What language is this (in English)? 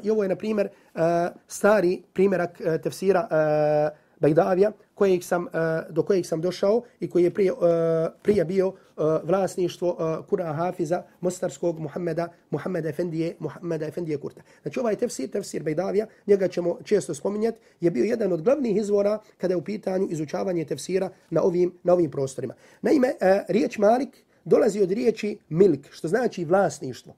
Bosnian